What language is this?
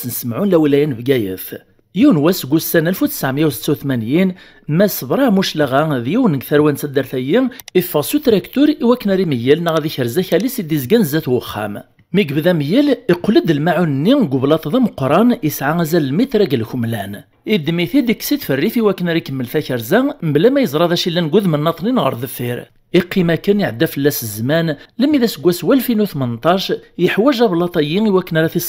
Kabyle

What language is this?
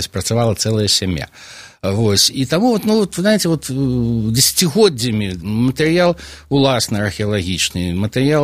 Belarusian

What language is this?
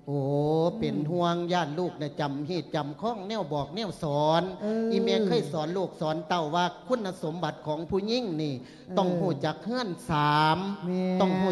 Lao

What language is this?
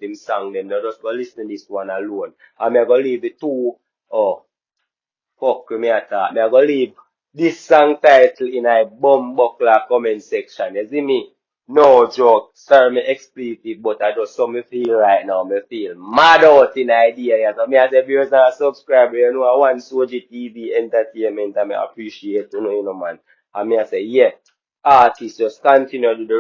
Jamaican Creole English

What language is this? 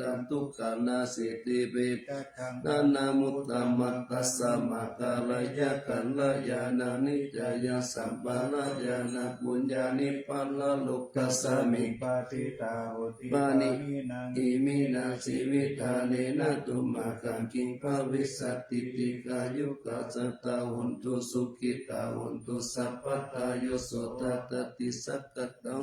Pali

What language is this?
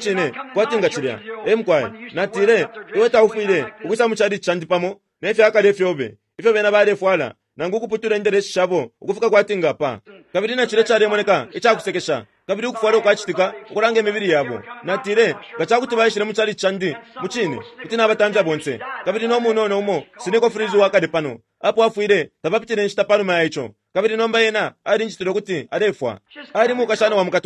Bemba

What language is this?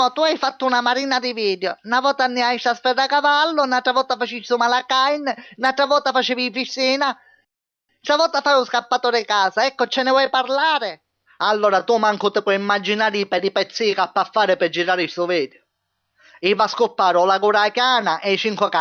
Sicilian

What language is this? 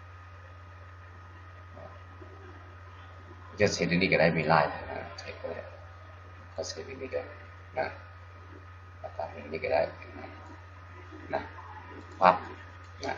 Lao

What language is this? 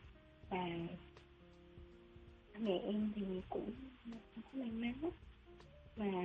Vietnamese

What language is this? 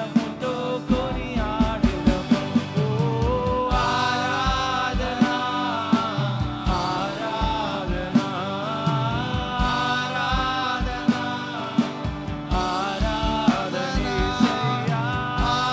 Telugu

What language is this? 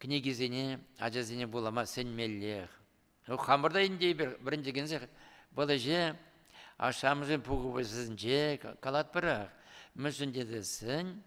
Chuvash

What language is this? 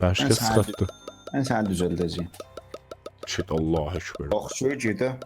South Azerbaijani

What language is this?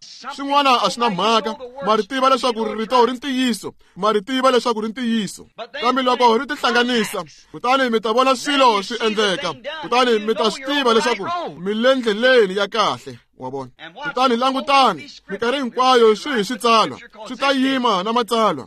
Tsonga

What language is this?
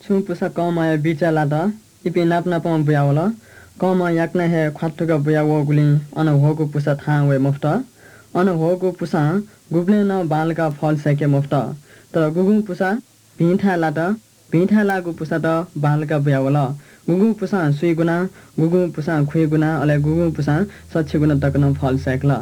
Newari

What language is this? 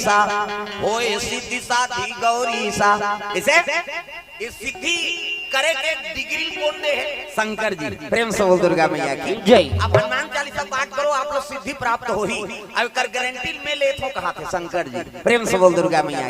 Chhattisgarhi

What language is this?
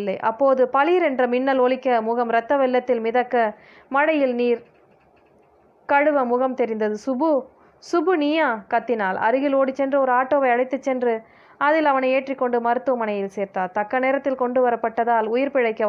Tamil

